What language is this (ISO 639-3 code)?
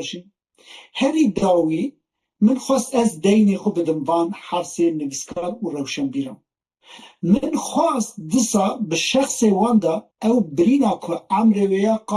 kur